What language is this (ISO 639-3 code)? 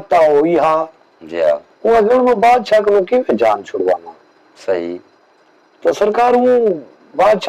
skr